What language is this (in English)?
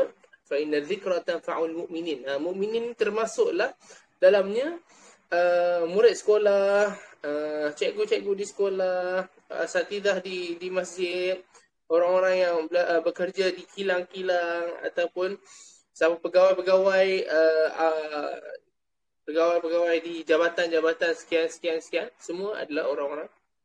Malay